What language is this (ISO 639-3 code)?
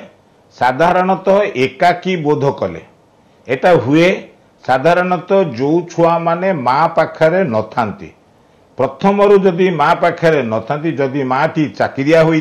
ori